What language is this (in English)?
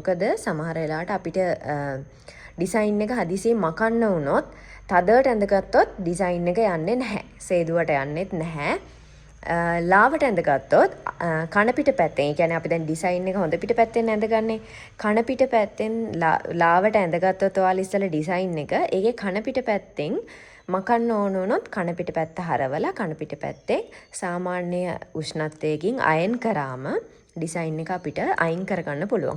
Sinhala